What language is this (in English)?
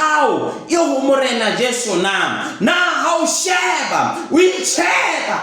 Southern Sotho